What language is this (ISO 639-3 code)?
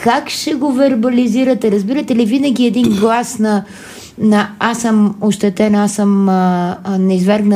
bul